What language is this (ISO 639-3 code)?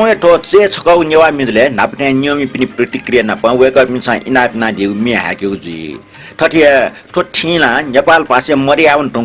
new